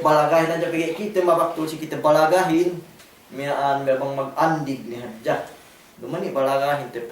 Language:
Yakan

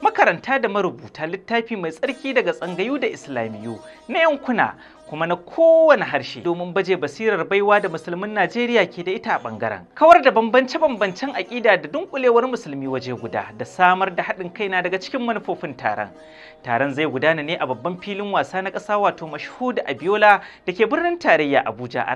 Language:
Hausa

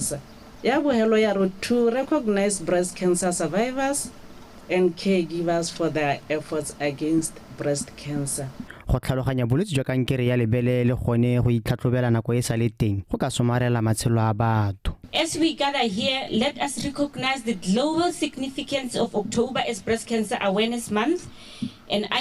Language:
Tswana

